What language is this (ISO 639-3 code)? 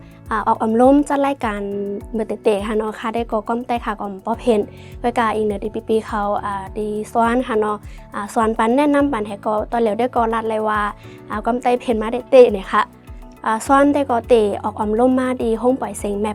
shn